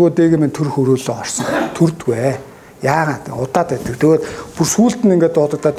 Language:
Mongolian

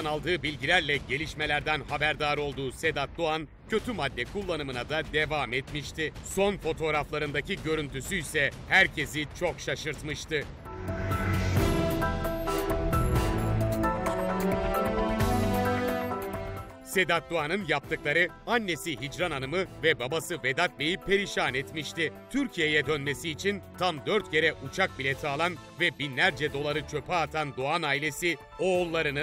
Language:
Turkish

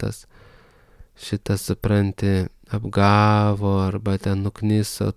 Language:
Lithuanian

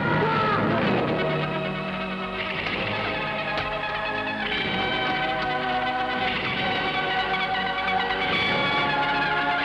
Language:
Turkish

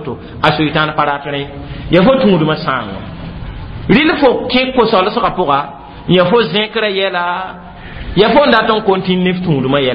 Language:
Mossi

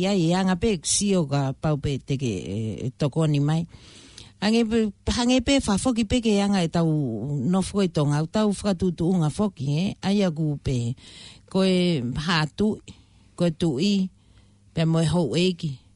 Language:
Tongan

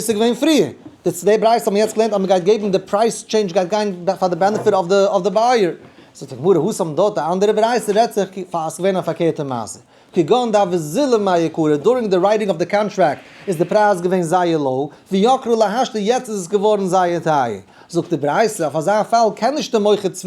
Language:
Yiddish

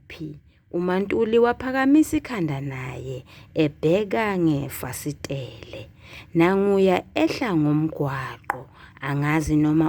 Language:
Zulu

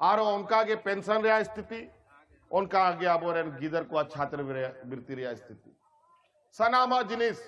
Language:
Santali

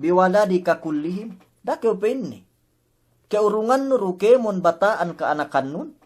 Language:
Yakan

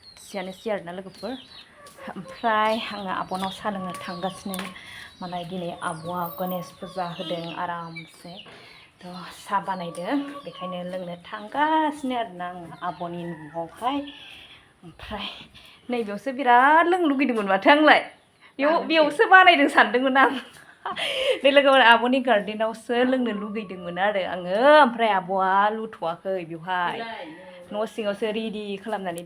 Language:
Bodo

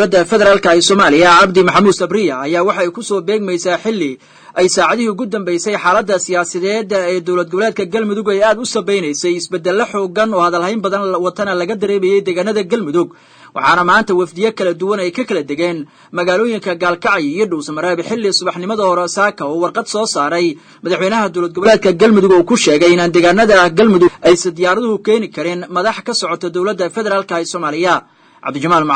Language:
Somali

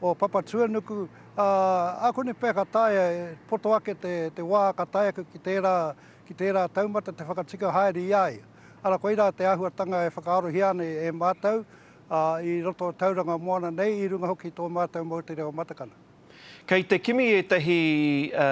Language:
Māori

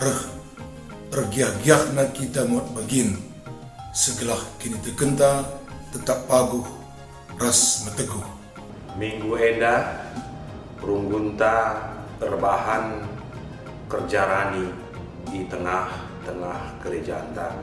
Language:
Batak Karo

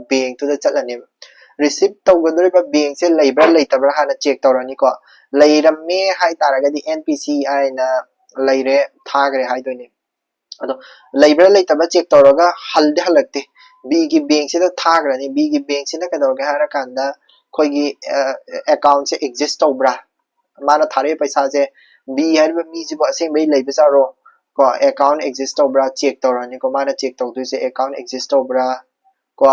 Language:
Manipuri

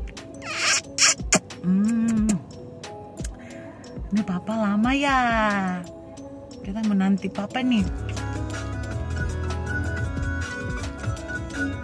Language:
Indonesian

